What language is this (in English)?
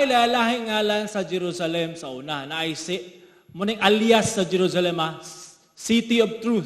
Cebuano